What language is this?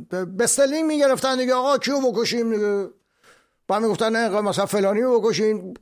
Persian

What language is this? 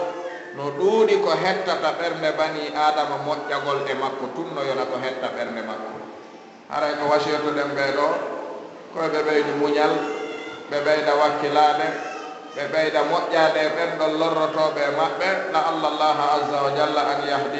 Fula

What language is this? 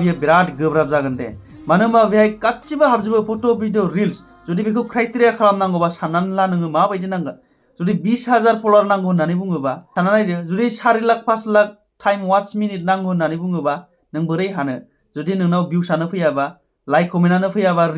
Bodo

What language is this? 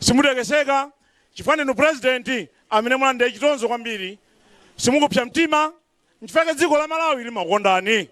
Nyanja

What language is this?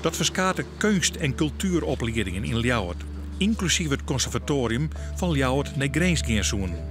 Western Frisian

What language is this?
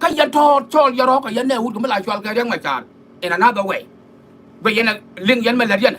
Nuer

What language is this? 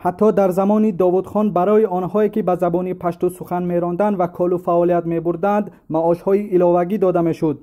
Tajik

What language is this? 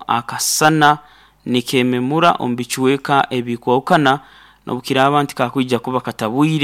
Nyoro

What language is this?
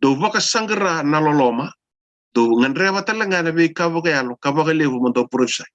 Fijian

